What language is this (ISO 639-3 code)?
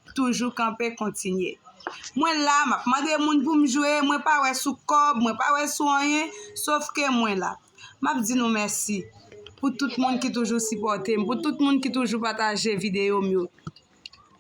hat